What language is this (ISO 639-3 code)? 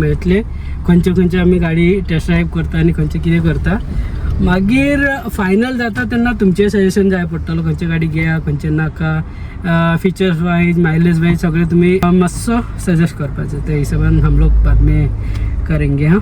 kok